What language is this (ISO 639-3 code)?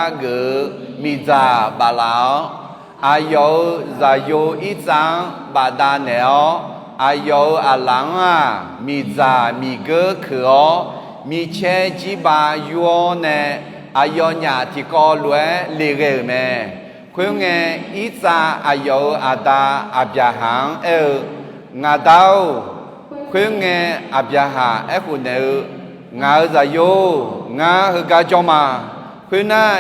ahk